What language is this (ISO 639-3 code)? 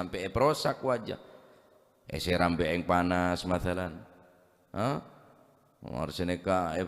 mad